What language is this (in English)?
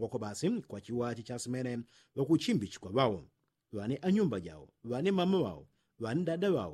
Yao